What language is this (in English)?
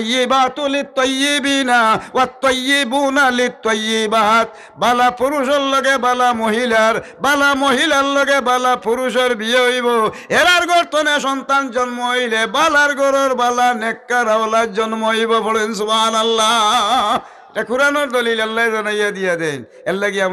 Sylheti